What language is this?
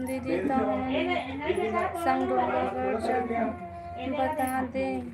Chhattisgarhi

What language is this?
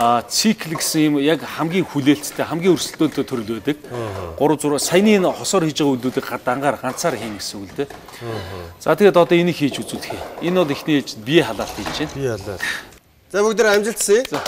Mongolian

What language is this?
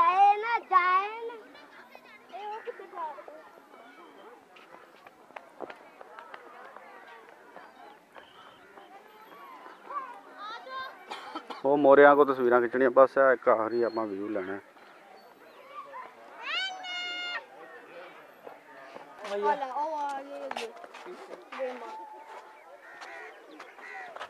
Punjabi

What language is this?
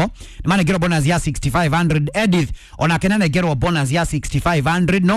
Kikuyu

